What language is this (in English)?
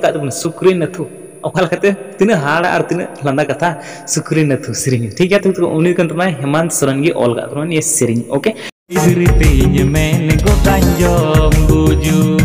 Santali